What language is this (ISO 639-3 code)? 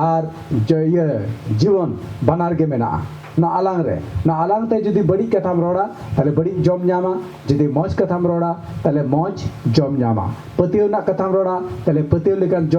sat